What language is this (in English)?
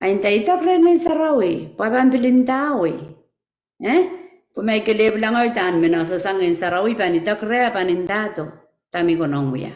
Pohnpeian